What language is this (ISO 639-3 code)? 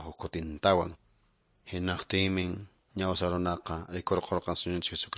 que